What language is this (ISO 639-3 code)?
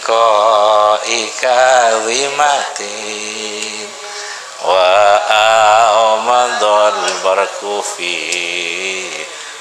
mad